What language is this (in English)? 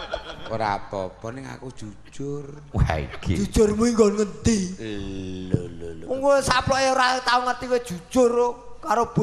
Javanese